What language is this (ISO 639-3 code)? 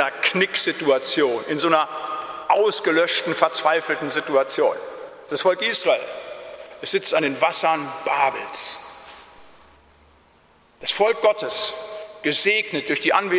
deu